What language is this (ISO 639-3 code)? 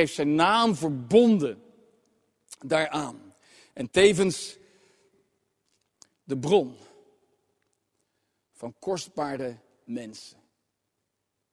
nld